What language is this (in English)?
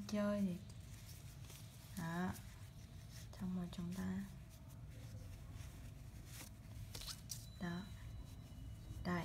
Vietnamese